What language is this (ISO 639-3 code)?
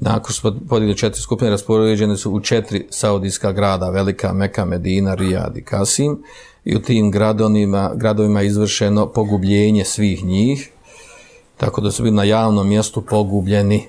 bos